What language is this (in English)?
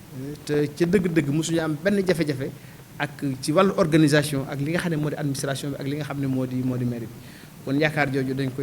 Wolof